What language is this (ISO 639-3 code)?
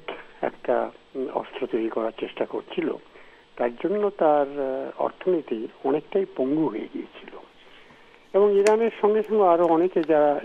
ben